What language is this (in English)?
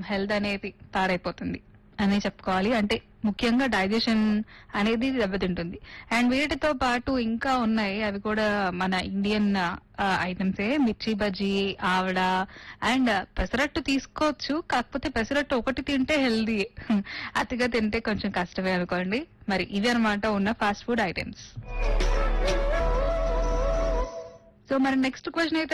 Telugu